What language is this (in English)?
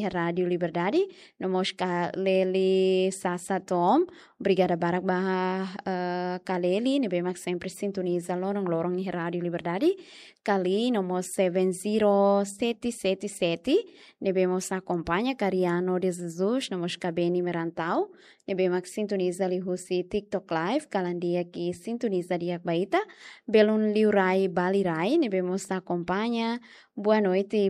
Tetum